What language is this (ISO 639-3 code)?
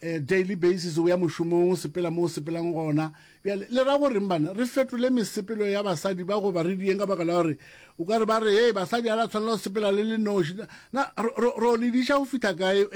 nso